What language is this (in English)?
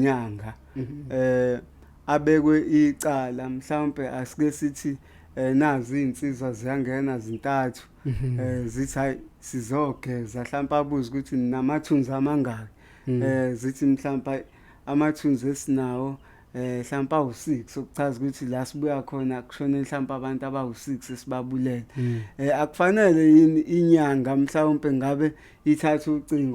Zulu